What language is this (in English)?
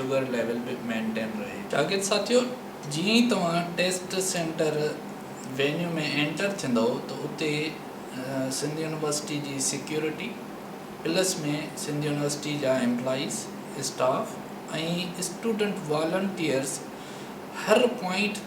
Sindhi